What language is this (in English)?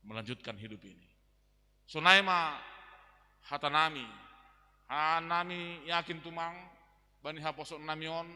Batak Simalungun